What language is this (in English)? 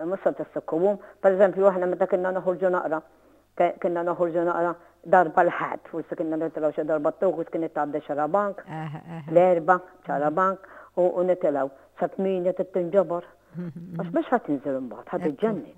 Maltese